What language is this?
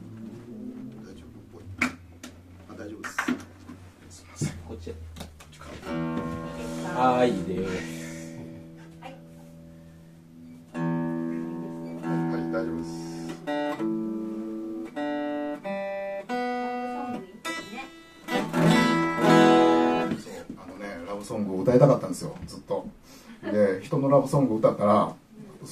Japanese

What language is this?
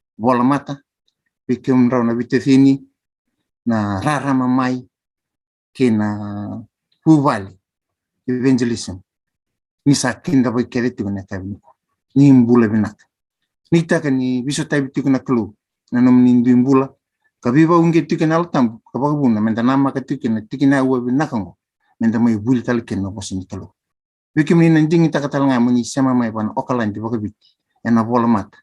Fijian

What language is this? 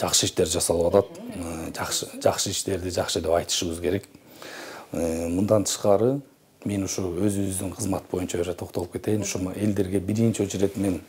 Kyrgyz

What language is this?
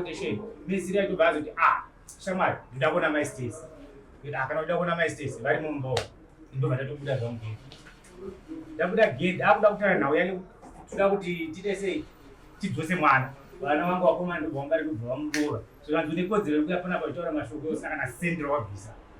Shona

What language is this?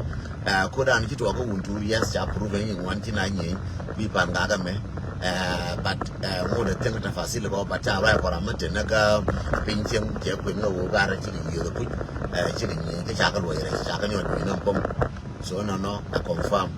Nuer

